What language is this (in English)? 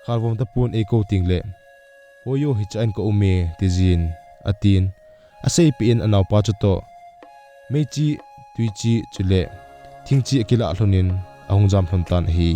Thado Chin